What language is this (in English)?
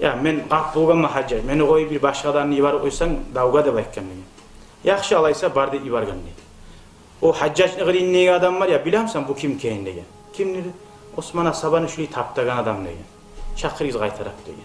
Kumyk